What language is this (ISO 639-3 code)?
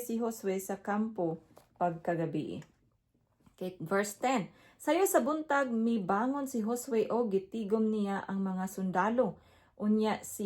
ceb